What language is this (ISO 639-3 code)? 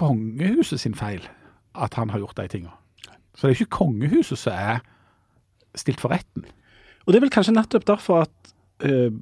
nor